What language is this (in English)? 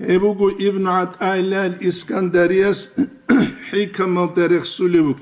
Avaric